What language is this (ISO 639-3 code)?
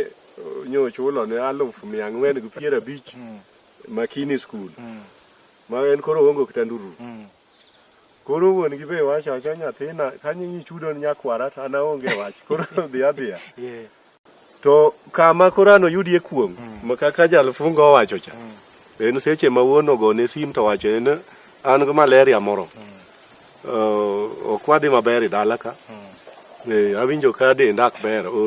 luo